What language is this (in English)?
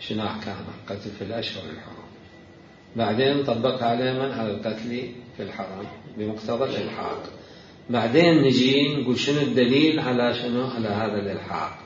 Mesopotamian Arabic